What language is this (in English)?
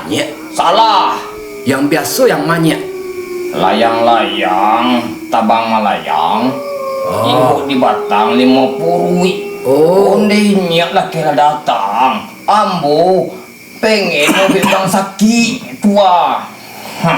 Minangkabau